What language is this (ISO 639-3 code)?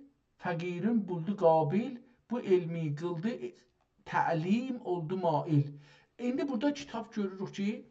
azb